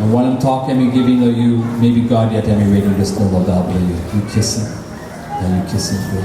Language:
Tok Pisin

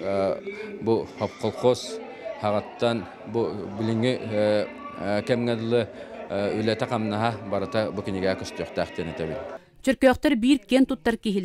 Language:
Yakut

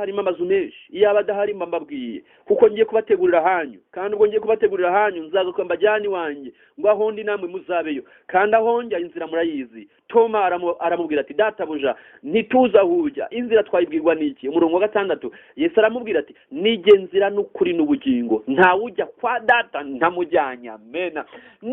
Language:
Kinyarwanda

